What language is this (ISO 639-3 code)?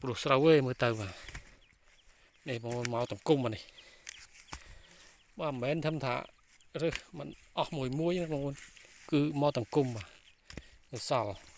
khm